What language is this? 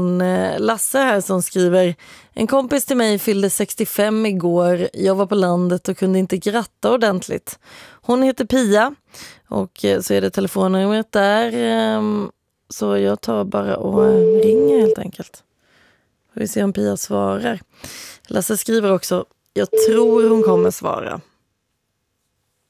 Swedish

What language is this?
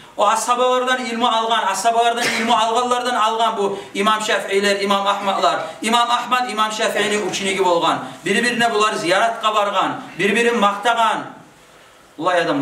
Kumyk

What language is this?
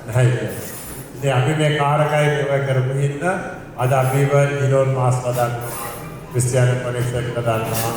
Sinhala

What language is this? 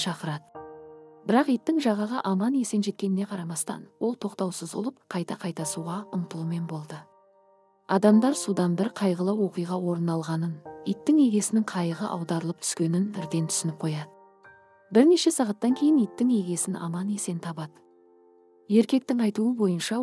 Kazakh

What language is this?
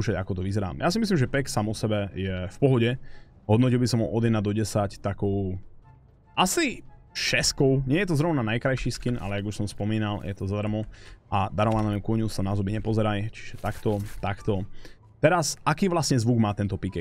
Slovak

